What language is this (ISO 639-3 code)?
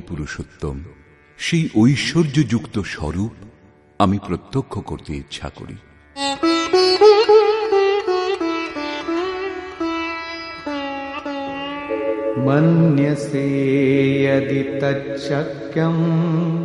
ben